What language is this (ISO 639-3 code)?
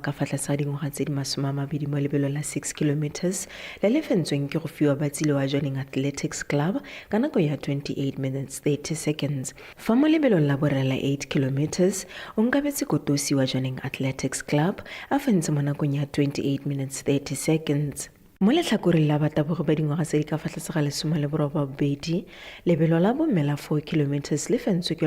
tsn